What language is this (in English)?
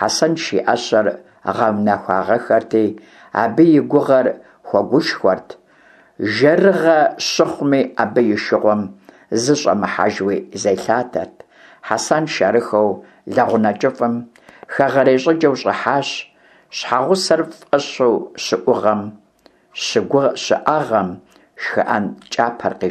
Kabardian